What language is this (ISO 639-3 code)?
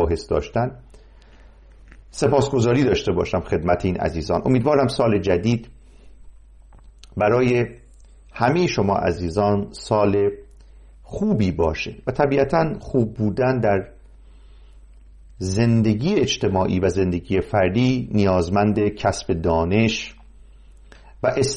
fas